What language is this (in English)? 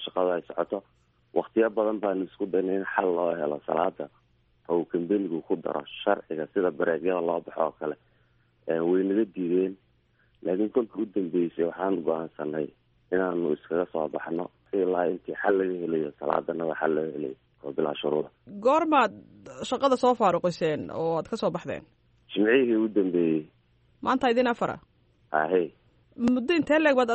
Somali